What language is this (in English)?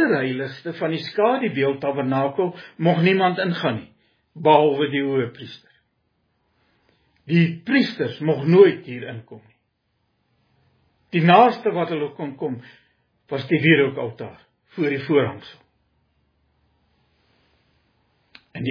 Afrikaans